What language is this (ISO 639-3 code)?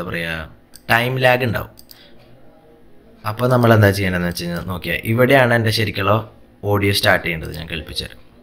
mal